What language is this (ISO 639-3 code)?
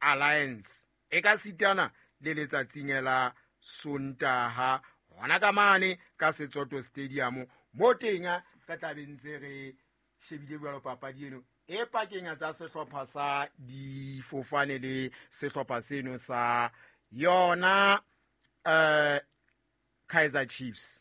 sot